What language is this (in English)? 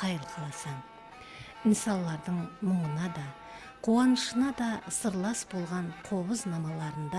Kara-Kalpak